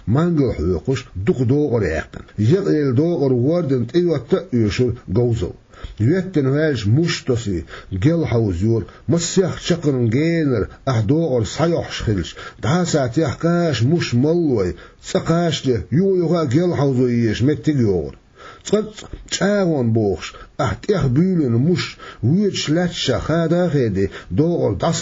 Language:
Chechen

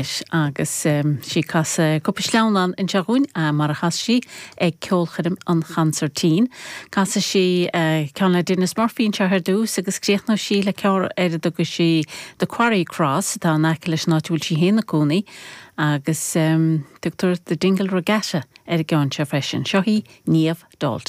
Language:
Irish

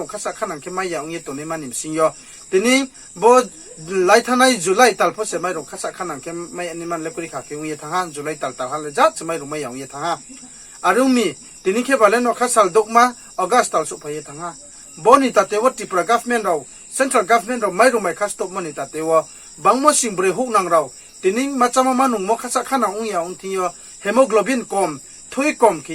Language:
Riang (India)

